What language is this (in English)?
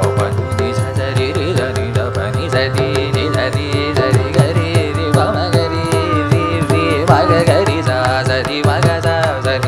Tamil